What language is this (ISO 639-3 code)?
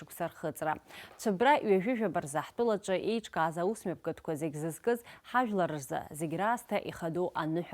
abk